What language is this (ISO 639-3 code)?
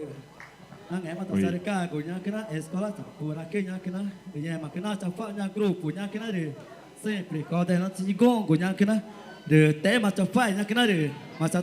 tca